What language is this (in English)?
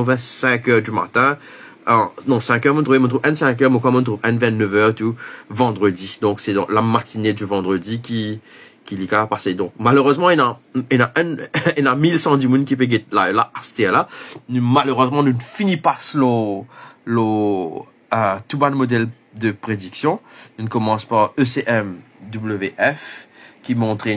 Morisyen